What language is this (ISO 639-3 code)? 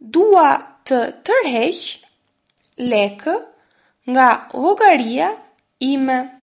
sqi